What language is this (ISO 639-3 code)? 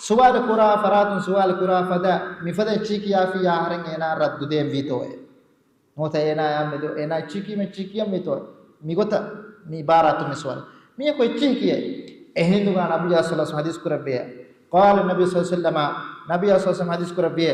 div